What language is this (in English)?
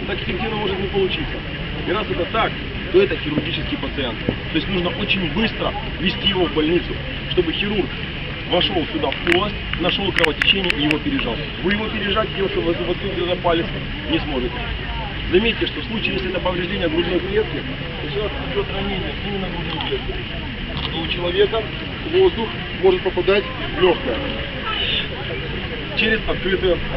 Russian